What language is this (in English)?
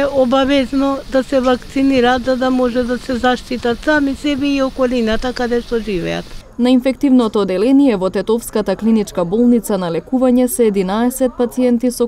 Macedonian